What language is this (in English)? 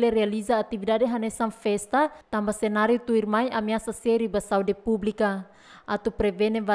Tetum